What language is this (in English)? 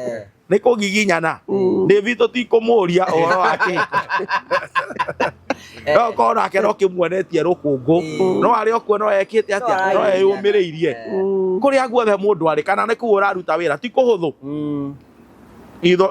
Kikuyu